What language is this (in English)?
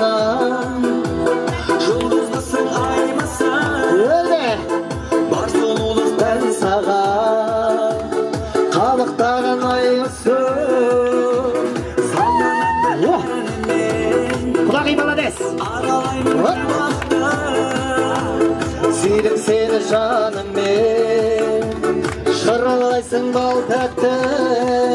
Kazakh